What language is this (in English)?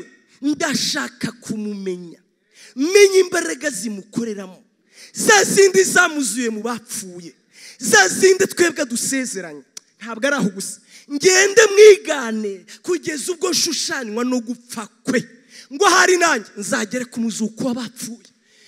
Kinyarwanda